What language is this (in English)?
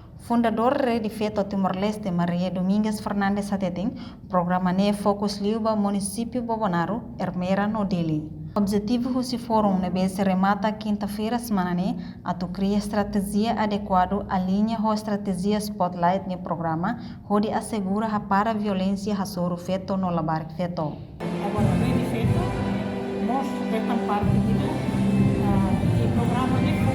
Tetum